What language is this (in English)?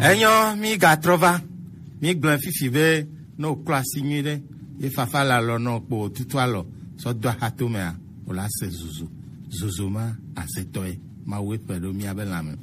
Gen